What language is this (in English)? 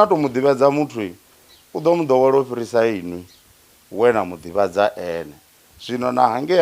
Venda